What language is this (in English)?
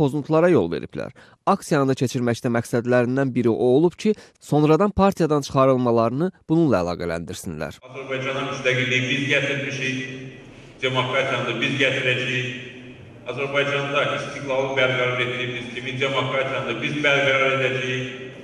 Azerbaijani